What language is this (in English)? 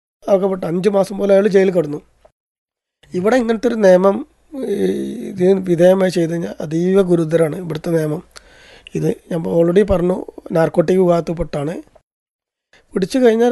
Malayalam